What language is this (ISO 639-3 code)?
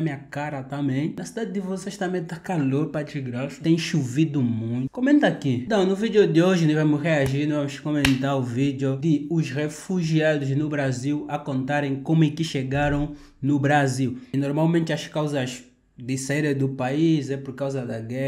por